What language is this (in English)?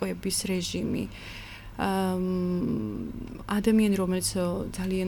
Georgian